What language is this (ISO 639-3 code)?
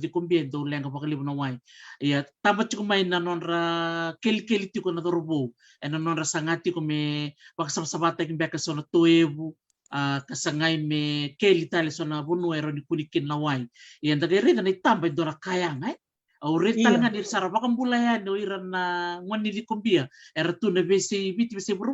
fij